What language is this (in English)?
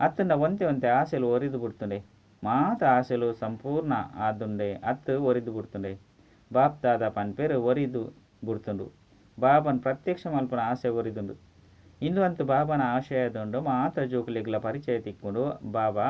Tulu